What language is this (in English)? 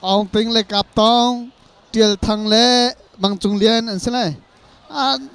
Hakha Chin